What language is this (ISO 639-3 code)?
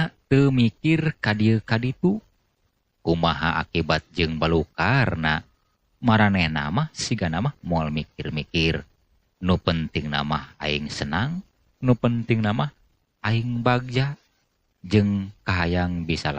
sun